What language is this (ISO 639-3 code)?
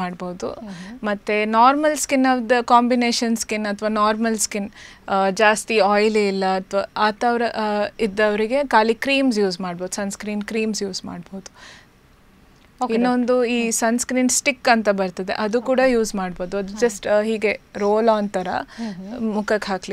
kan